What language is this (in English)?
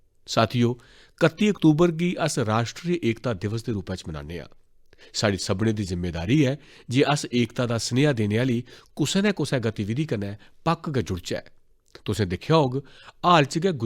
Dogri